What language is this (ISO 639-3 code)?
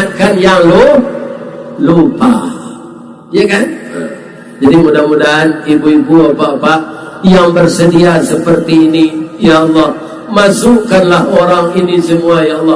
min